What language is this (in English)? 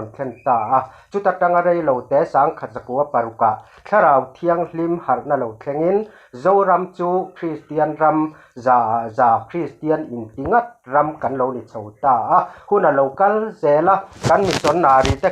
Mizo